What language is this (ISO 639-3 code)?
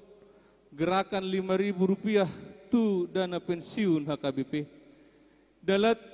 bbc